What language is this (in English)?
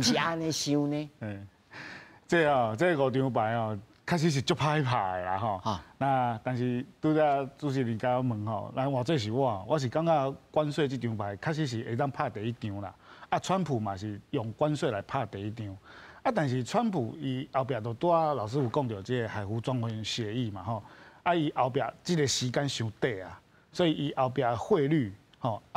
Min Nan Chinese